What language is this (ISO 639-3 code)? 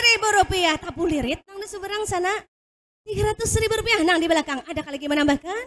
bjn